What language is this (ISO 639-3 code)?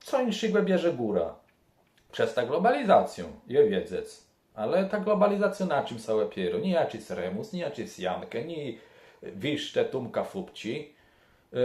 csb